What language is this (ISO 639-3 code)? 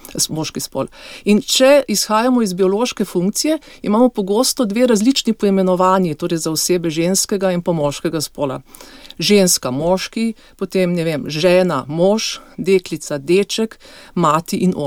slv